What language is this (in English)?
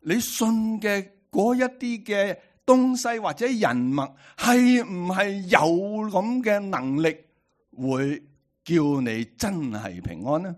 Cantonese